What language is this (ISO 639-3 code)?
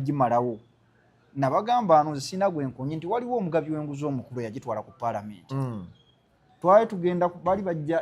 lug